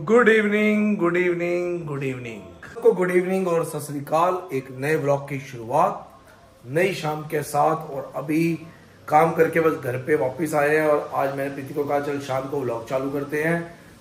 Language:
Hindi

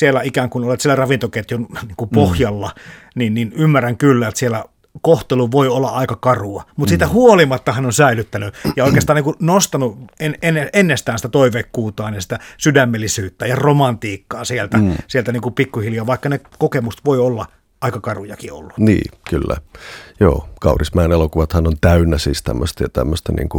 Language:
Finnish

